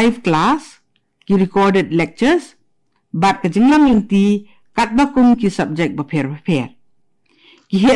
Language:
Khasi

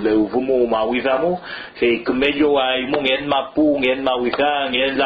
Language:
Mapuche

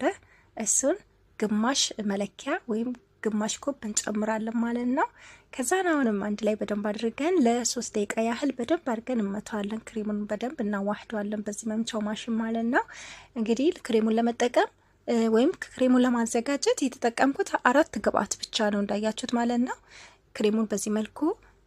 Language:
Amharic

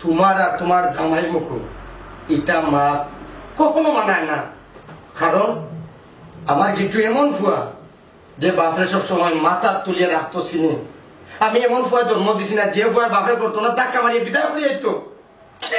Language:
Sylheti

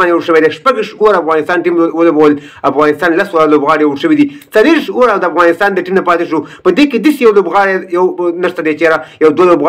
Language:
Pashto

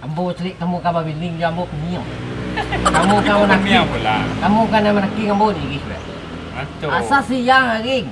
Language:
Minangkabau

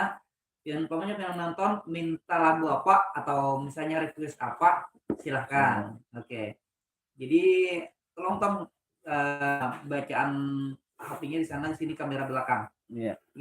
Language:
Banjar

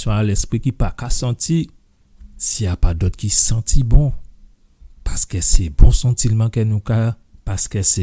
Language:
Guadeloupean Creole French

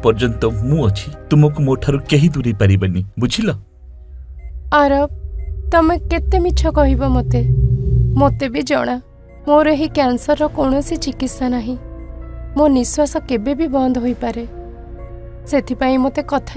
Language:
Odia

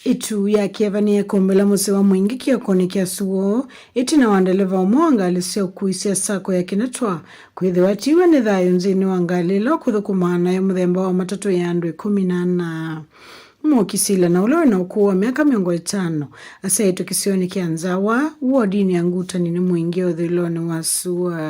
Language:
Kamba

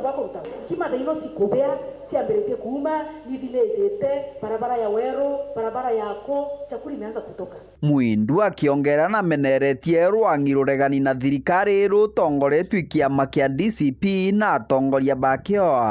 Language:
Meru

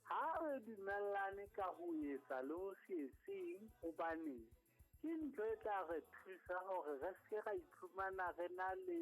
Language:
Southern Sotho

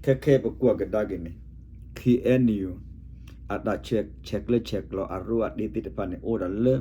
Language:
S'gaw Karen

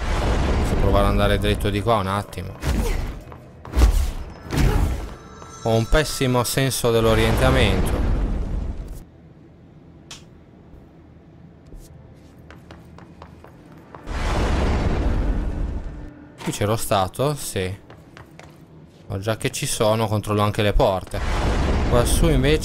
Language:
Italian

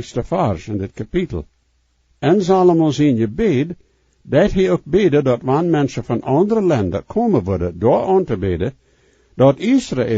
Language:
Plautdietsch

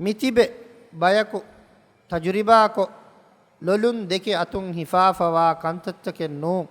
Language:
Divehi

